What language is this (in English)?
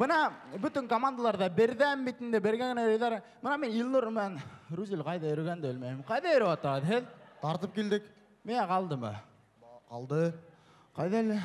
Bashkir